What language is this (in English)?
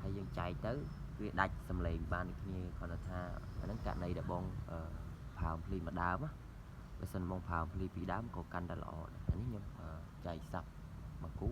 Khmer